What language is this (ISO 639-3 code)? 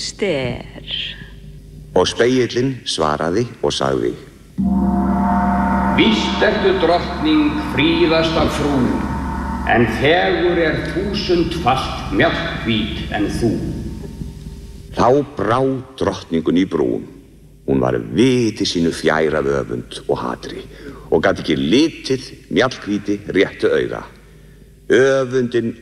isl